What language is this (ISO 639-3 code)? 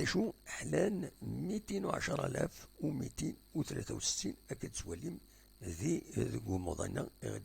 kab